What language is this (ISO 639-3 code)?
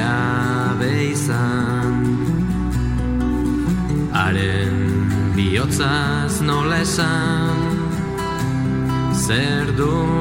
eus